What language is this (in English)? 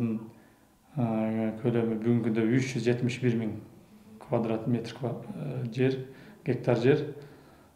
Kyrgyz